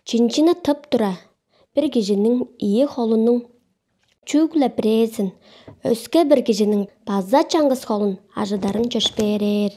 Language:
Tuvinian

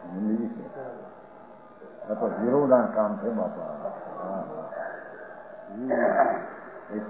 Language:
Gujarati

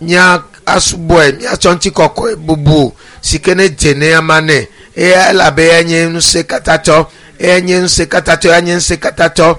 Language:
Ewe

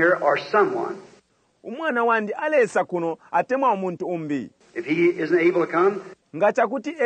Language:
Bemba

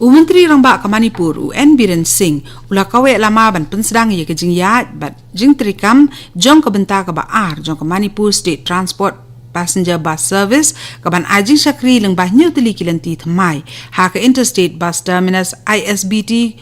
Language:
Khasi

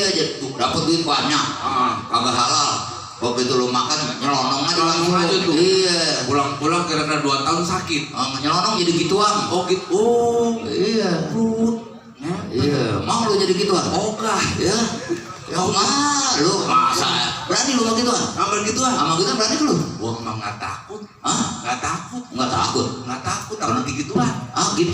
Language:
Betawi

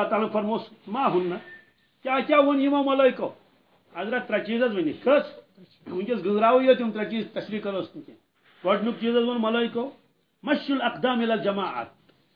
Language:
Kashmiri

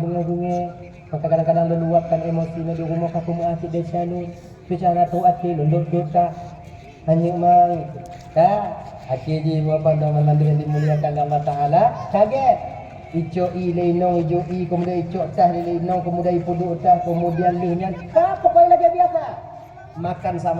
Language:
Achinese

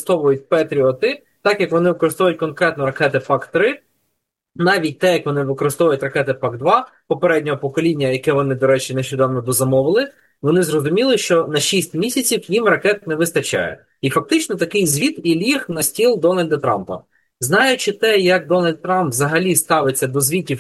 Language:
Ukrainian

